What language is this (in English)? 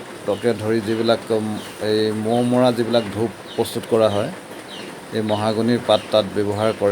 Assamese